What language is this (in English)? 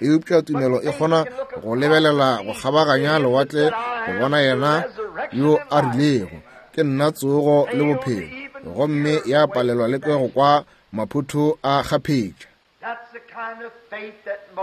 Northern Sotho